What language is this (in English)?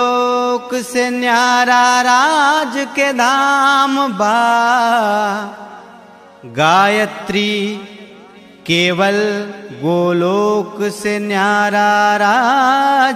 Bhojpuri